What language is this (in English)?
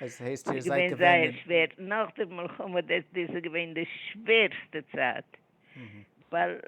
Yiddish